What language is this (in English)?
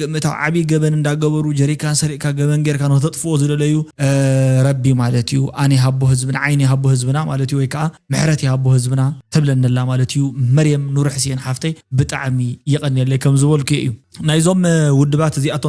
Tigrinya